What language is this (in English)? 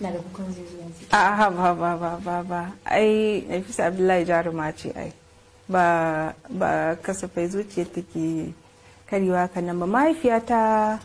Hausa